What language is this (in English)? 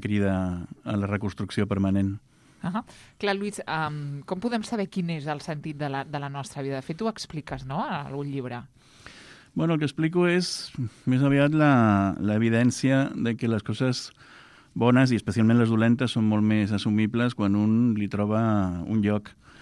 Catalan